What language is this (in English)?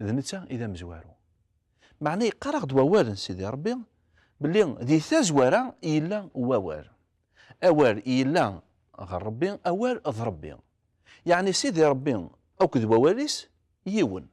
Kabyle